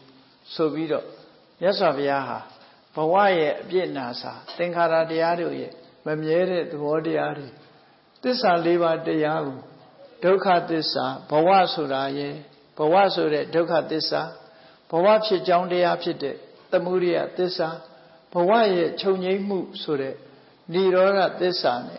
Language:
Burmese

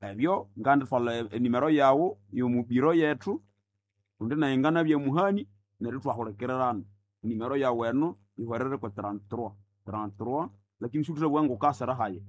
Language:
Nande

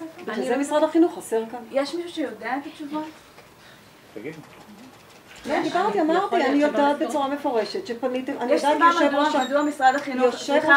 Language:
Hebrew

